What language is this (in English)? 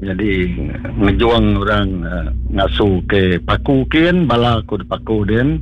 Iban